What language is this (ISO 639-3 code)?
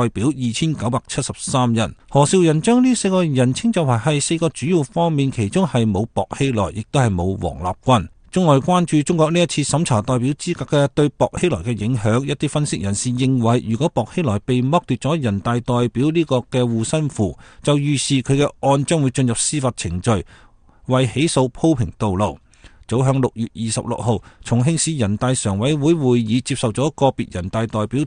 yue